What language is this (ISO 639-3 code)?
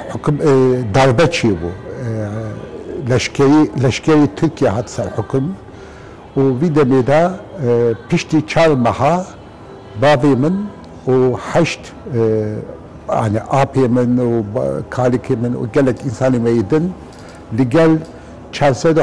kur